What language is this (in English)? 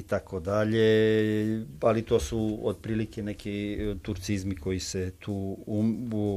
Croatian